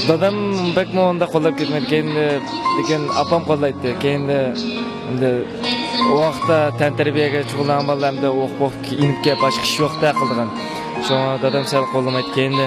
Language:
Uyghur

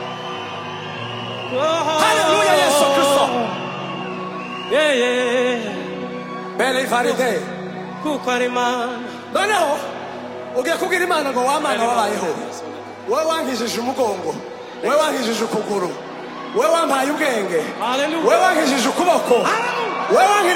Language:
Kinyarwanda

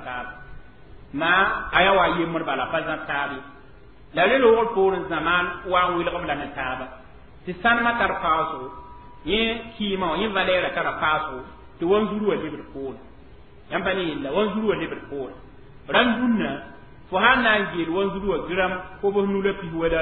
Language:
Mossi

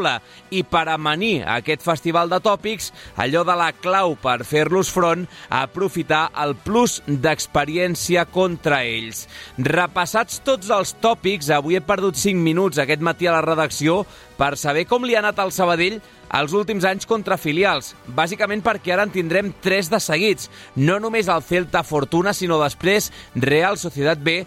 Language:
Catalan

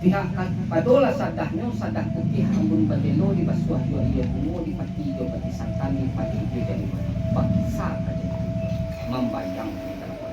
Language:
Minangkabau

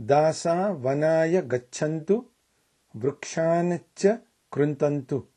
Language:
Sanskrit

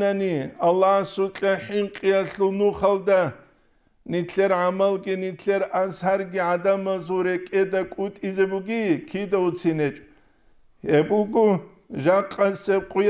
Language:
Avaric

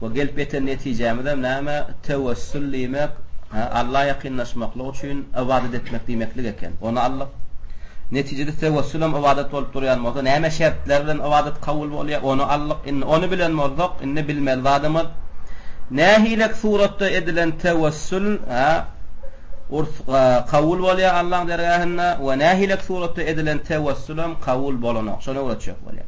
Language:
Turkmen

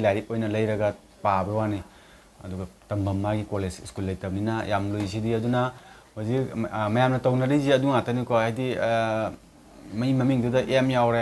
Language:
Manipuri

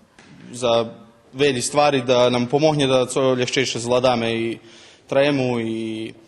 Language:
Rusyn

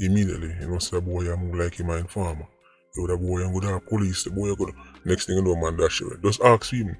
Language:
Jamaican Creole English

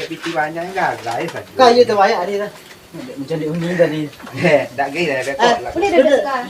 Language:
Minangkabau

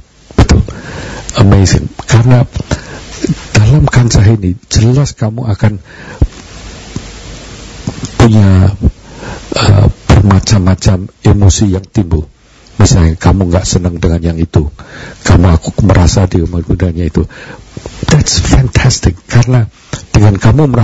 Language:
Indonesian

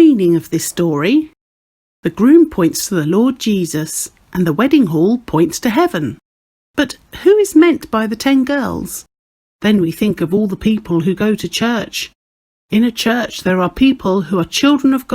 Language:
English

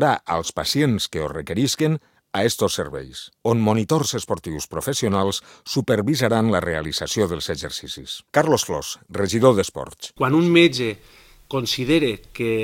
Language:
Catalan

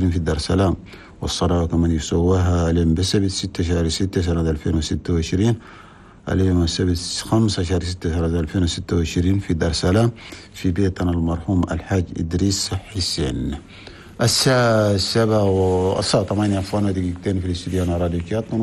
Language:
Chadian Arabic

